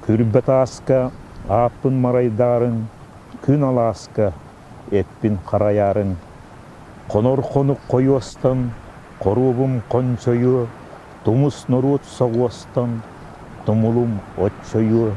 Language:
Yakut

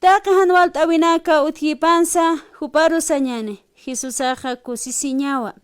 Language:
Aymara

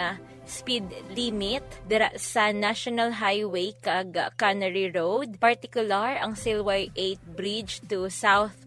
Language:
Hiligaynon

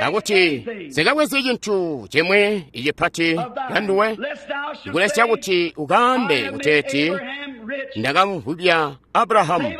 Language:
Tonga (Zambia)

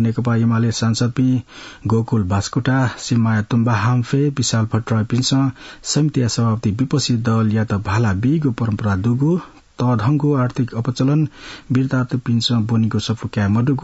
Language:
Newari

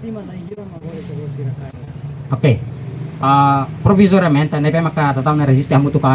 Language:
Tetum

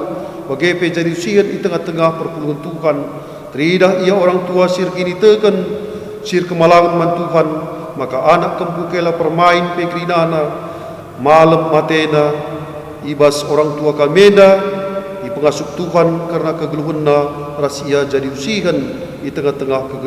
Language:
Batak Karo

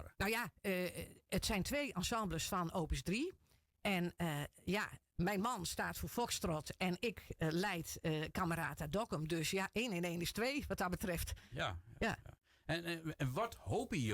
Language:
Western Frisian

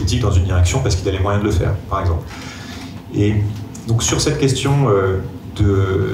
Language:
French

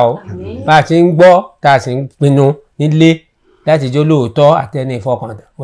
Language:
Yoruba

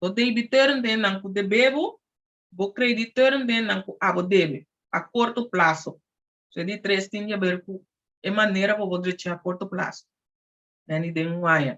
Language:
Papiamento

